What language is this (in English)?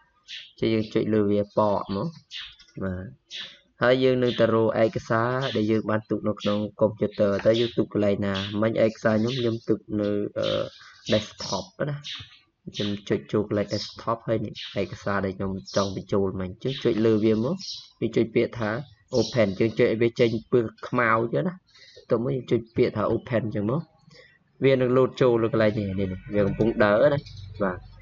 Khmer